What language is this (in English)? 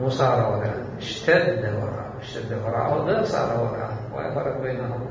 Mesopotamian Arabic